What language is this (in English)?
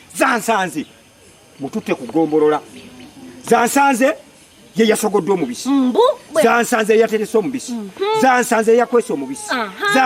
Ganda